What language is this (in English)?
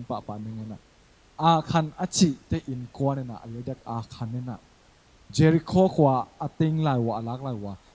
Tedim Chin